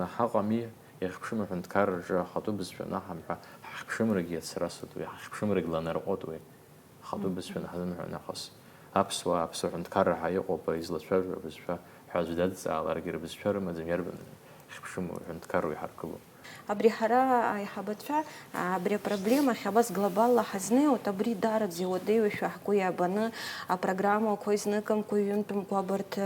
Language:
Abkhazian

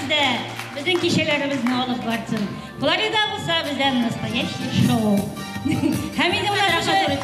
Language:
Bashkir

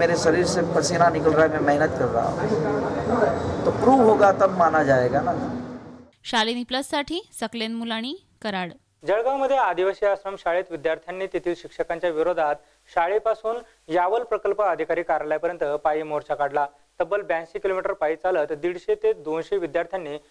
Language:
Marathi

